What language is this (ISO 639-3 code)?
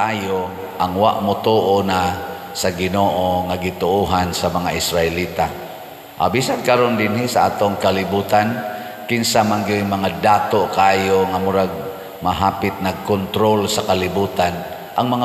ceb